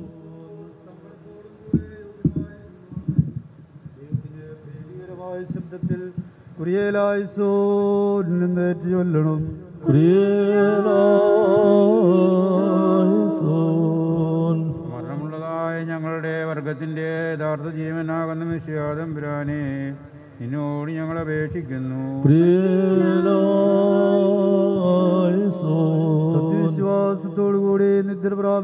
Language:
Malayalam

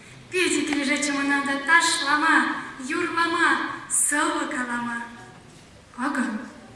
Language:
Chuvash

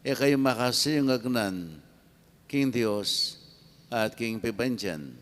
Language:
Pampanga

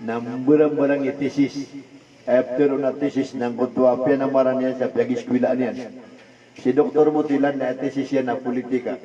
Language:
Maranao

